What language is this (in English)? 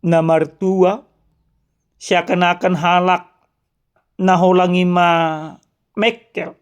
Batak Toba